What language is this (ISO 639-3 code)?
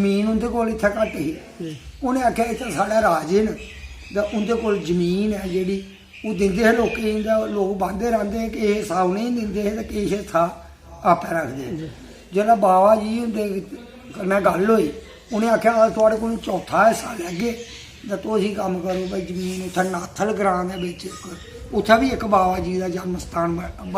doi